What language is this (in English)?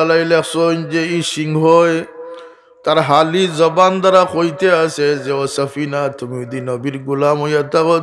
Sylheti